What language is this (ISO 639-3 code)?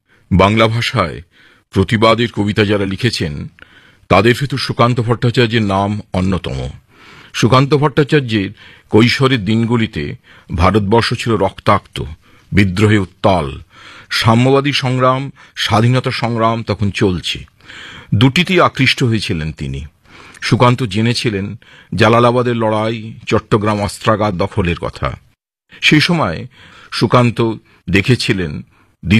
ben